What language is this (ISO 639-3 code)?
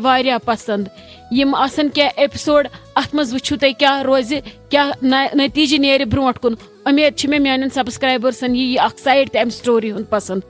kas